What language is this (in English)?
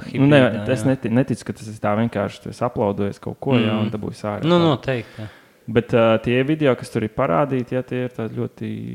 Latvian